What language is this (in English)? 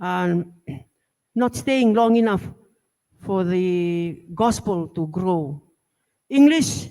Gilbertese